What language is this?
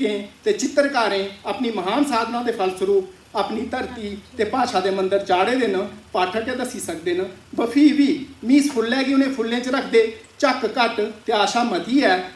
Dogri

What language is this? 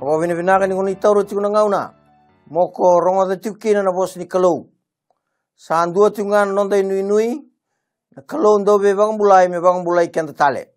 Fijian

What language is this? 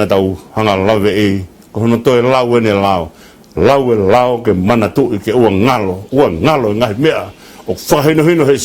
Tongan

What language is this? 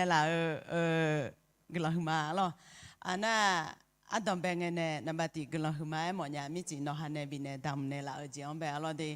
Akha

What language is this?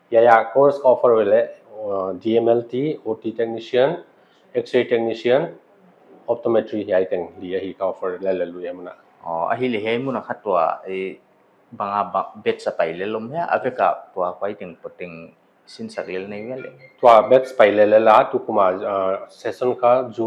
Paite Chin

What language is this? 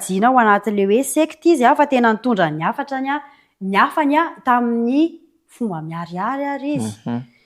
Malagasy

